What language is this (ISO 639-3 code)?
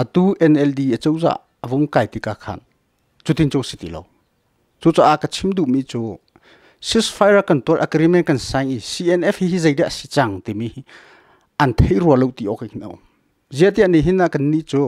cnh